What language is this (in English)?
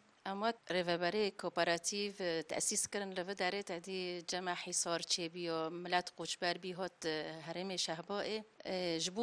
Kurdish